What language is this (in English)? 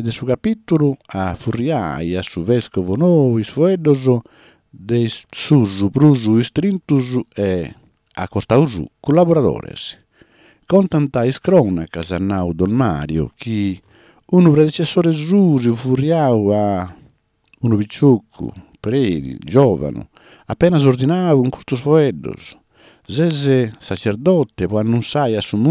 Sardinian